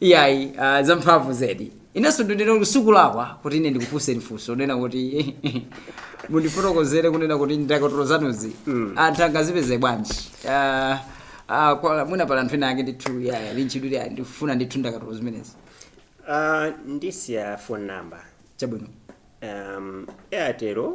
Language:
Nyanja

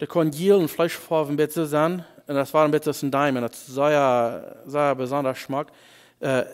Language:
Plautdietsch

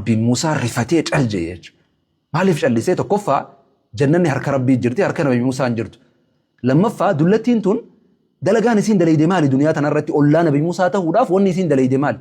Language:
Oromo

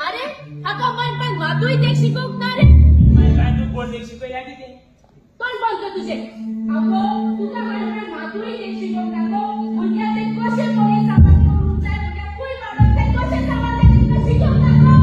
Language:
Konkani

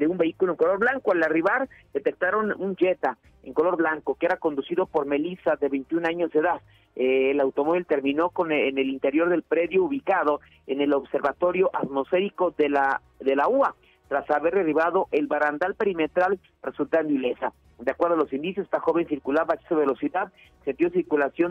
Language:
Spanish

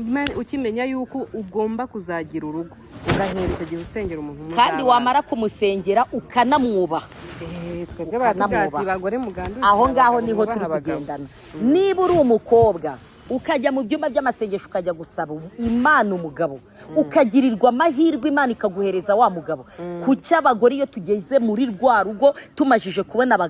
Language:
Kinyarwanda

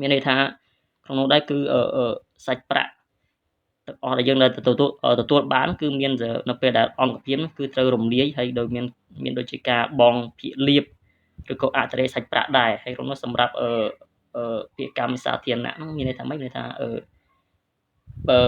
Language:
Khmer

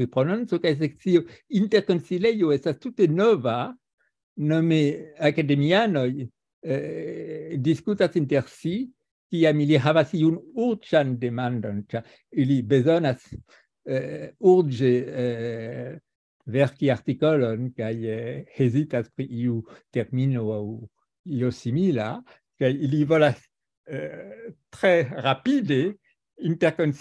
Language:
Esperanto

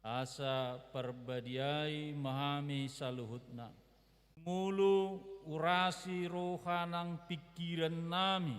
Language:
Batak Toba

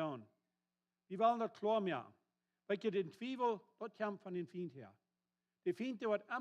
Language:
Plautdietsch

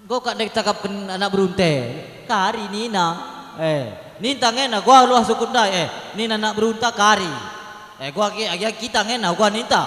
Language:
Batak Karo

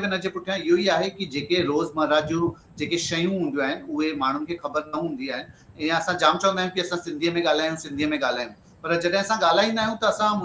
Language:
Sindhi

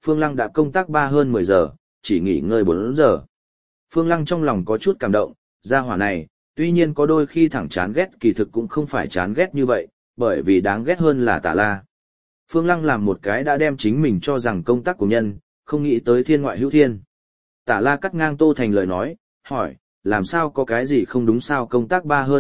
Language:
Vietnamese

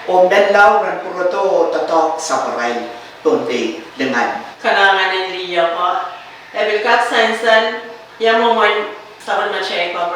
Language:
Pohnpeian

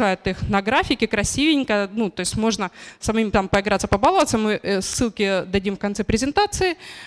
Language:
Russian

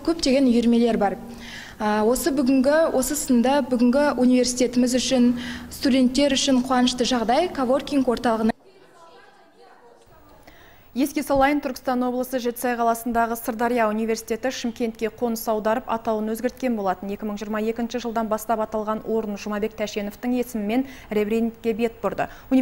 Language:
Kazakh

